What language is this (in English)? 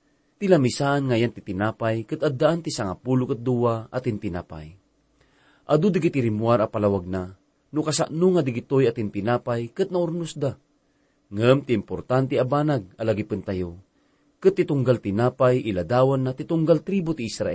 Iloko